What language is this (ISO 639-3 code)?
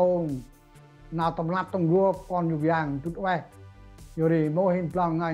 cmo